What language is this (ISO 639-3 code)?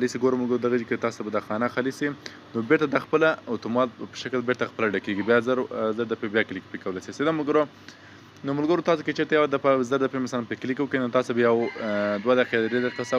pus